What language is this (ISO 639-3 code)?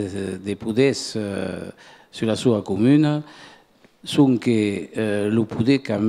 oci